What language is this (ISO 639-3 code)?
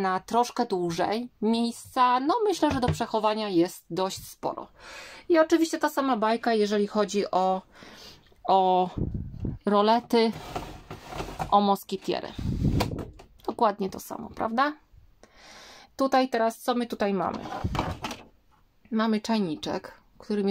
pol